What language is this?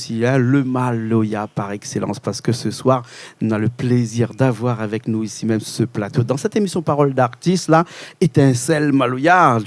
Réunion Creole French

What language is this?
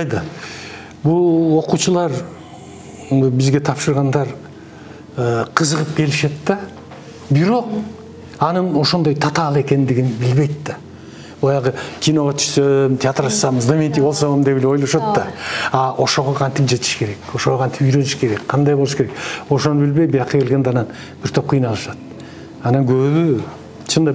Kyrgyz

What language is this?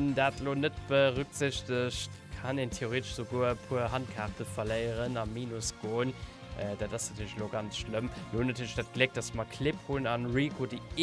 Luxembourgish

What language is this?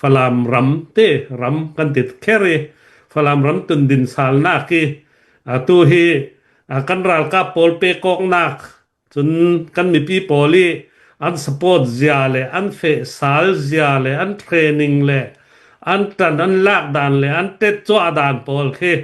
Hakha Chin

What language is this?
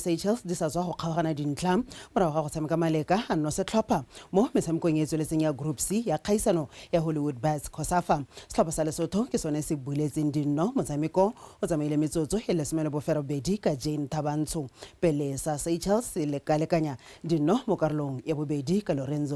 Tswana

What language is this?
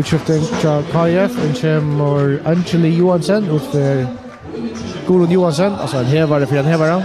Faroese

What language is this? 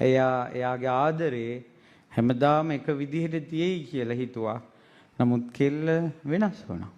Sinhala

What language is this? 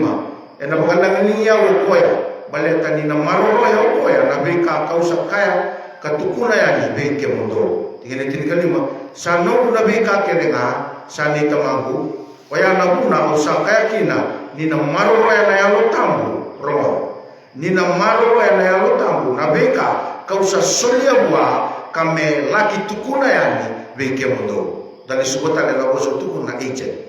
Fijian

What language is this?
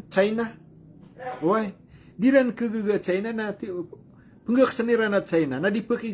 Maranao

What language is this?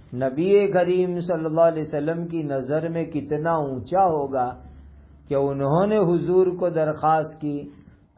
Urdu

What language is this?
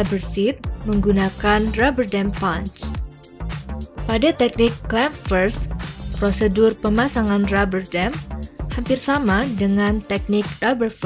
Indonesian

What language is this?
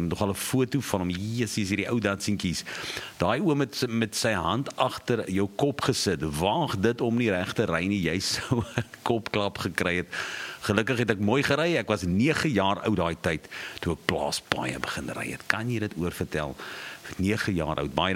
Afrikaans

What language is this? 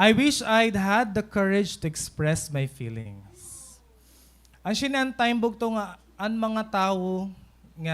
Waray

